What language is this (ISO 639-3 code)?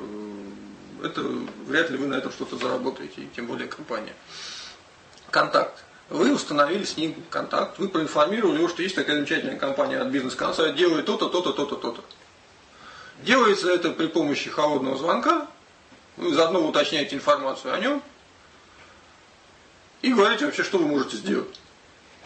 rus